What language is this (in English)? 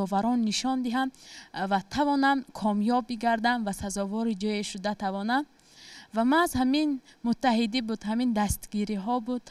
Tajik